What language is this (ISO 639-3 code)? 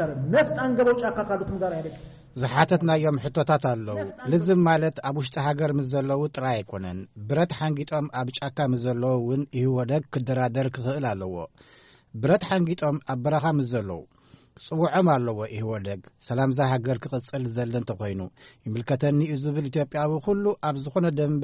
tir